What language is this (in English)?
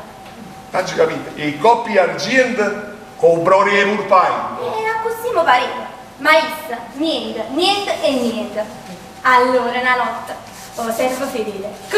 Neapolitan